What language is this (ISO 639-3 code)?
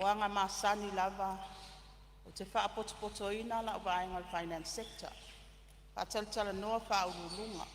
smo